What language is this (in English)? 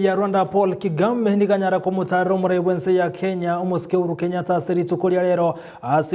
Gusii